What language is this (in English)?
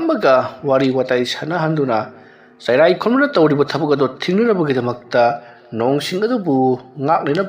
Manipuri